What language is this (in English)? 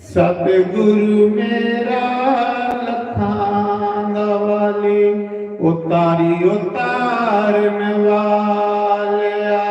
Dogri